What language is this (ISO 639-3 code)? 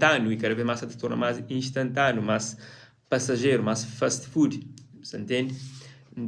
kea